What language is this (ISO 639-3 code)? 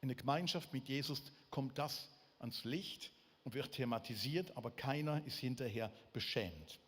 gsw